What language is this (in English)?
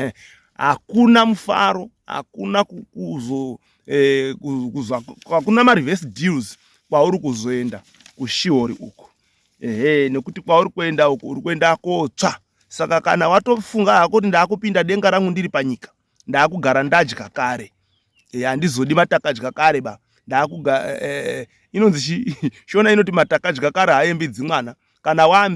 Shona